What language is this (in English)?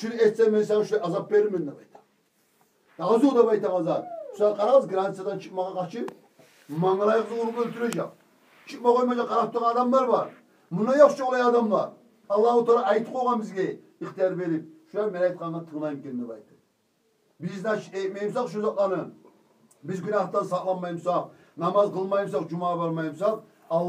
Kumyk